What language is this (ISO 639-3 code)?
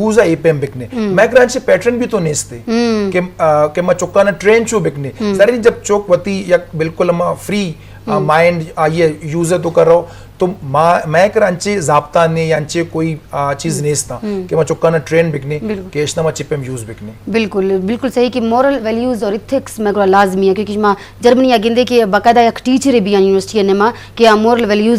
bgp